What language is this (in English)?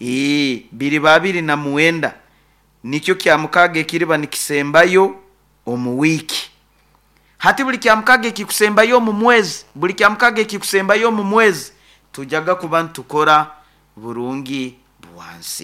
Nyoro